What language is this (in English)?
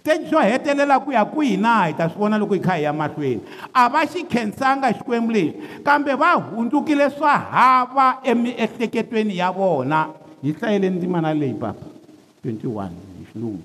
Tsonga